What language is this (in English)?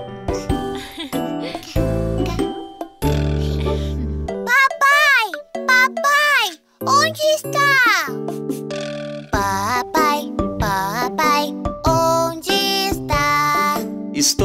Portuguese